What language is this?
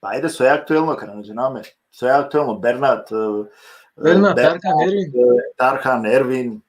Balkan Romani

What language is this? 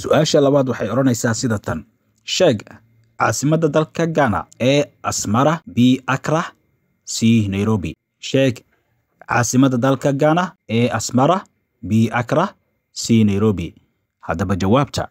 Somali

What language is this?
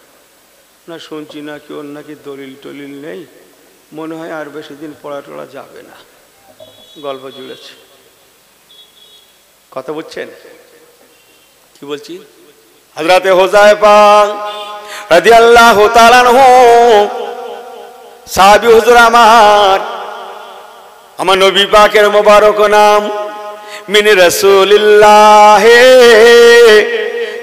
Bangla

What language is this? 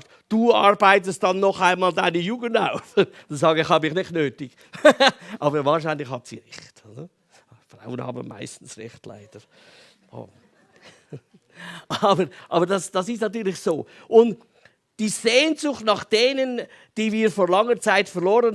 Swiss German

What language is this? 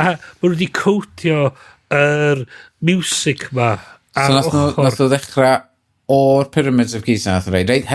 Welsh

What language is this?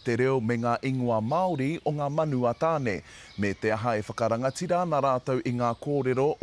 Māori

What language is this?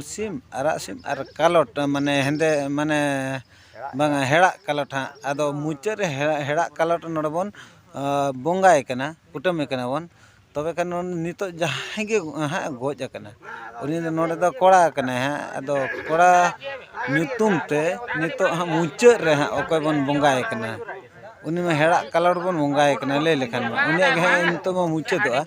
Santali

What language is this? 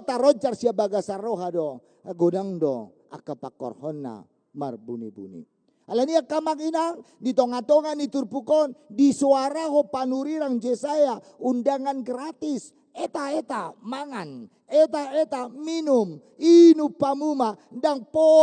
Batak Toba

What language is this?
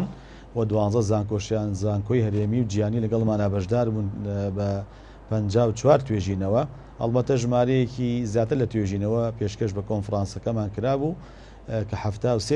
Central Kurdish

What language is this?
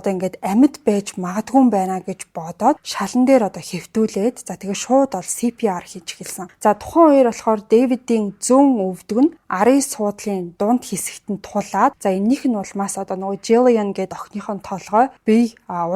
Mongolian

